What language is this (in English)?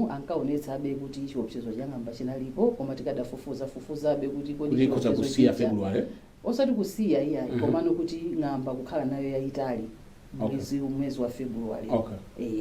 Nyanja